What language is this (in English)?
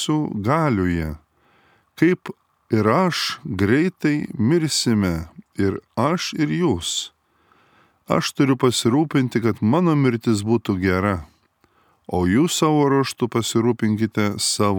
Lithuanian